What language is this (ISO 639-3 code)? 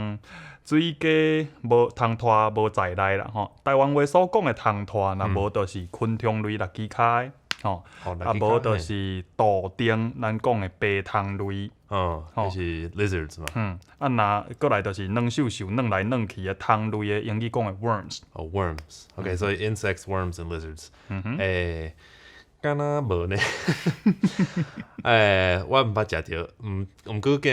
nan